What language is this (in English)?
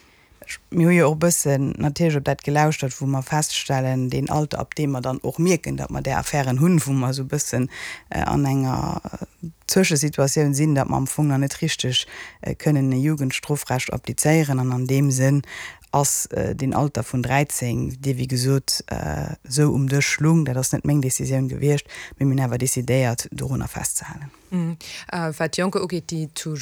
Luxembourgish